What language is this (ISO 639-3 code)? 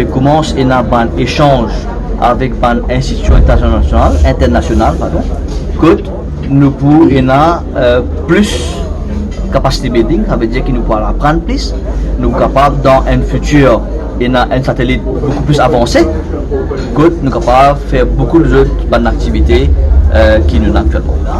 mfe